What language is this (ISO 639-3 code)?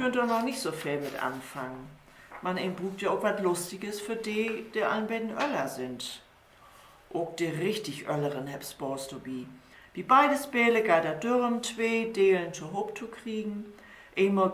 nds